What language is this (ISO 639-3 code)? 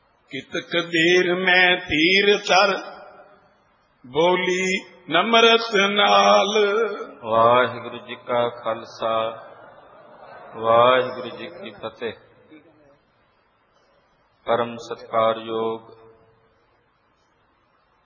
pan